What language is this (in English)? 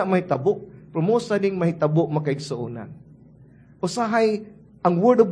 Cebuano